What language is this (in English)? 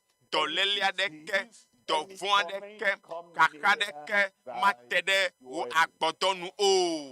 Ewe